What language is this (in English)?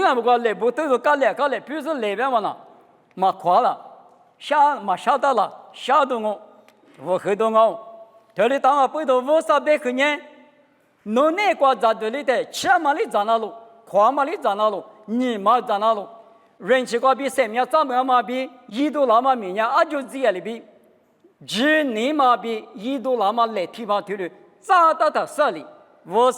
Lisu